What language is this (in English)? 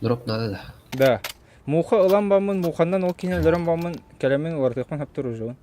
Yakut